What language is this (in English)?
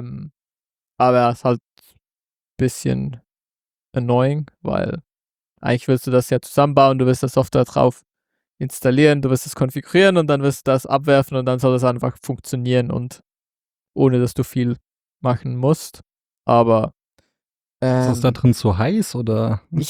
German